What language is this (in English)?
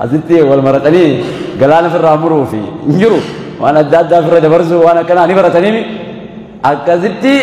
Oromo